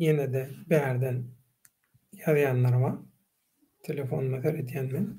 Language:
Turkmen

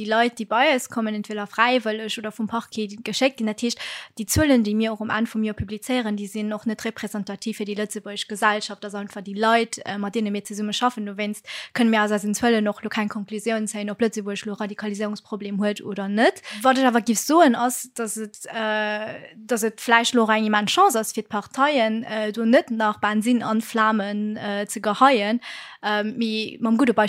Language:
Luxembourgish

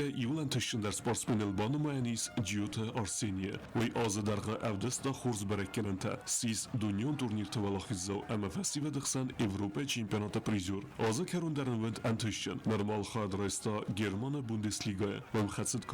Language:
Ossetic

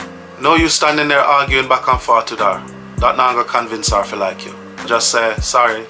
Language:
Jamaican Creole English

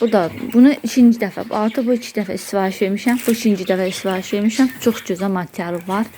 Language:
Azerbaijani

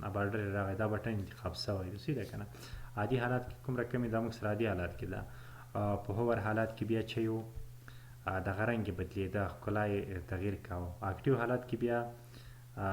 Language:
Pashto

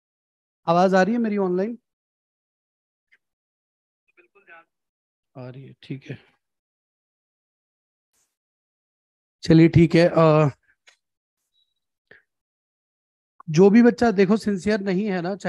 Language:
Hindi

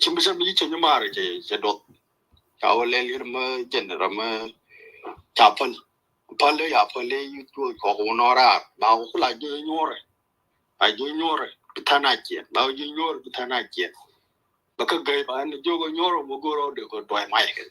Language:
Nuer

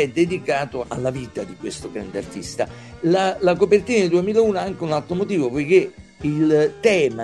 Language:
Italian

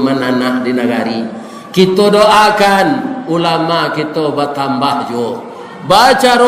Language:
Minangkabau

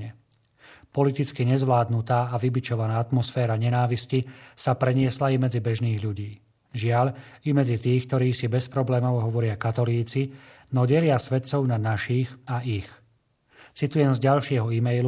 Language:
Slovak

